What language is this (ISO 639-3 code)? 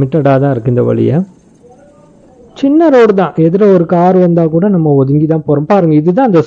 tam